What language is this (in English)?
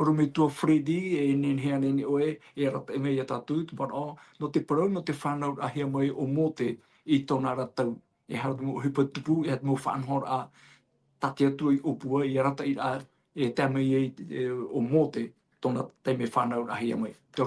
Tahitian